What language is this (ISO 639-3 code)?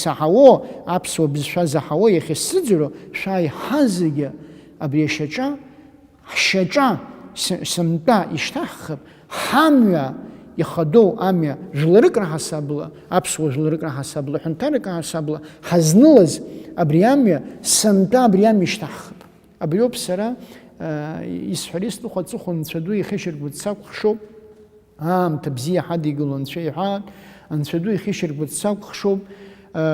abk